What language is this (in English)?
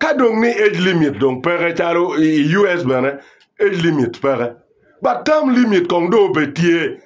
Acoli